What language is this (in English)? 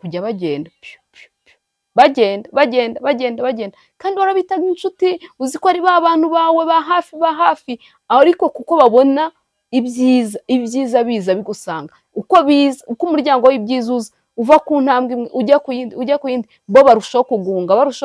Kinyarwanda